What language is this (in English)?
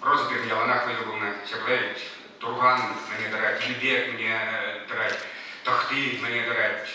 Chuvash